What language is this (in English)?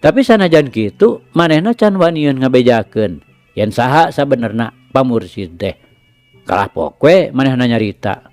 Sundanese